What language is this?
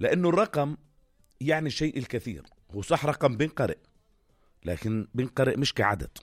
North Levantine Arabic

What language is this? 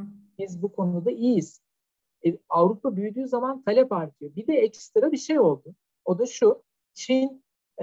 Turkish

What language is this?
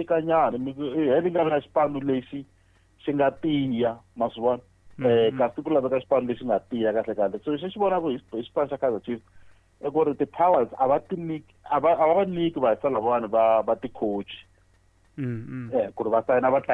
Tsonga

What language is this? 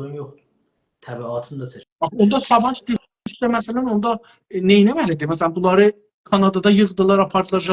South Azerbaijani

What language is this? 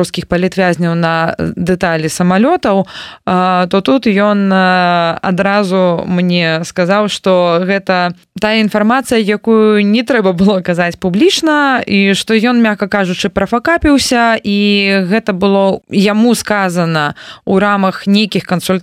Belarusian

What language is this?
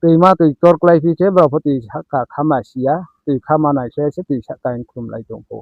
Riang (India)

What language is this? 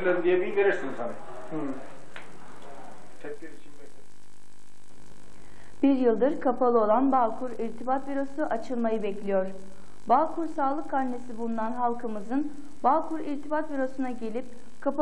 Turkish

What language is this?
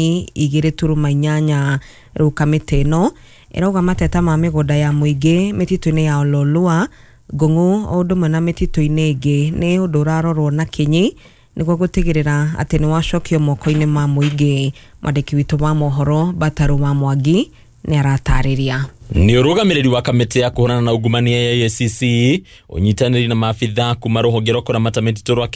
Kikuyu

